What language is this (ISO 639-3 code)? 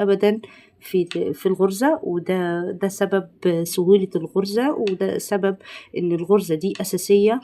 arz